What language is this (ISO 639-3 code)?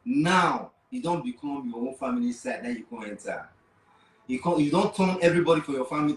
pcm